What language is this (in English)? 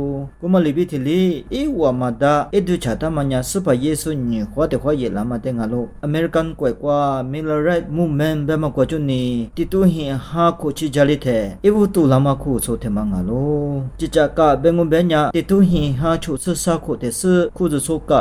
Lisu